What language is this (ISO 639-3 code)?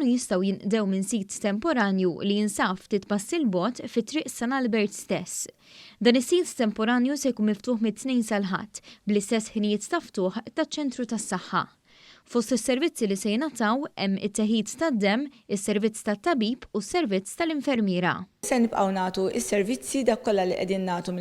mlt